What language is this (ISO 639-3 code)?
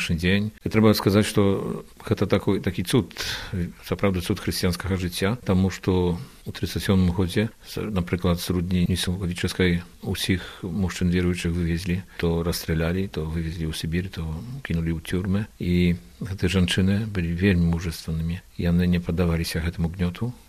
bel